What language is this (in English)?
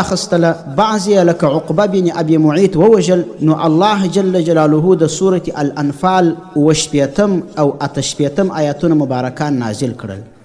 Pashto